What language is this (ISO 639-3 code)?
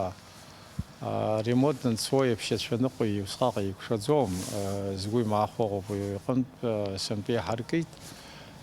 abk